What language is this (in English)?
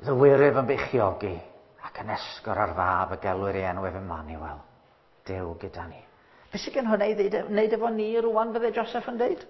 Welsh